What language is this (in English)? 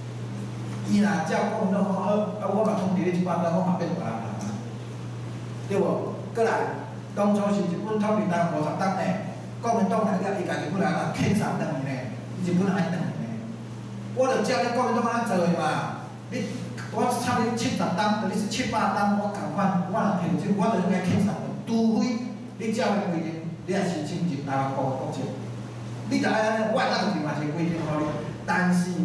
Min Nan Chinese